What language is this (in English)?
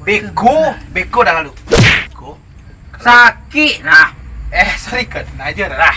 Minangkabau